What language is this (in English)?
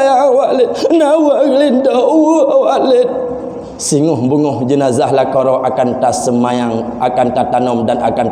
Achinese